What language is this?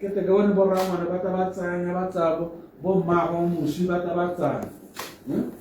Tswana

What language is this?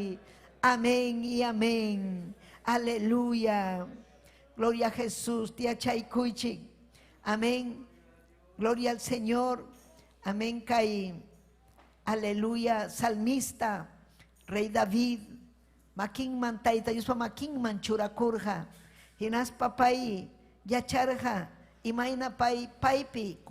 Ayacucho Quechua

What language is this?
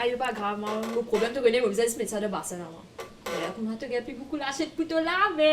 Morisyen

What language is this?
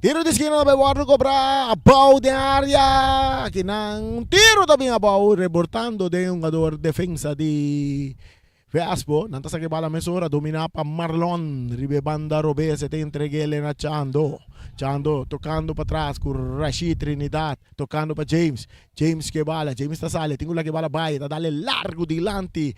Papiamento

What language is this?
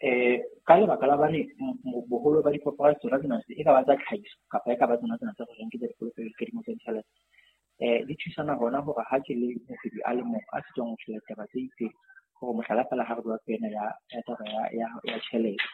Southern Sotho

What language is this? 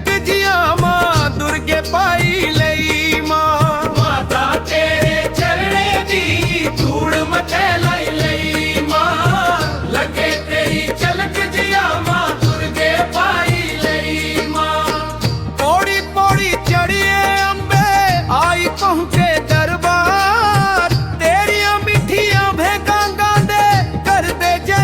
Dogri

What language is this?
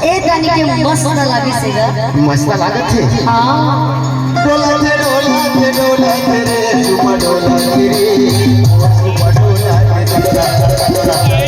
Chhattisgarhi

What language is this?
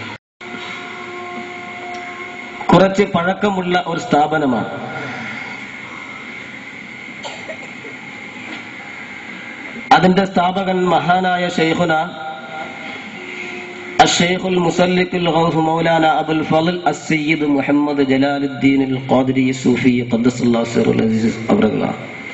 Malayalam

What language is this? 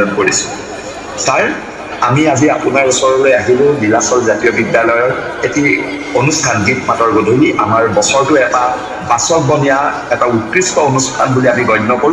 Assamese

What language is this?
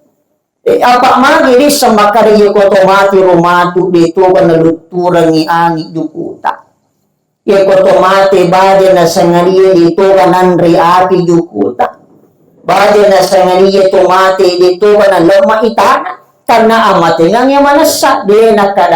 Buginese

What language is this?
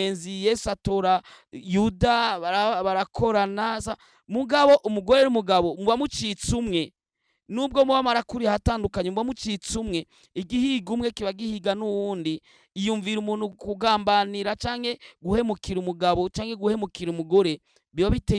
Rundi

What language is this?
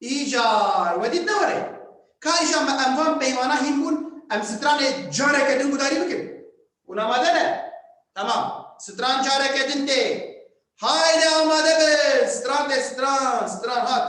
Kurdish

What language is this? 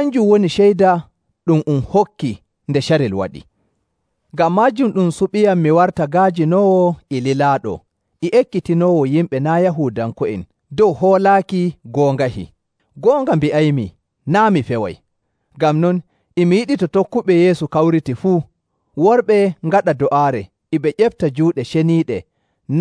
Nigerian Fulfulde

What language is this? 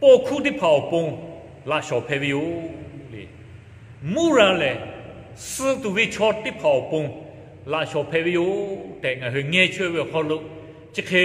Lahu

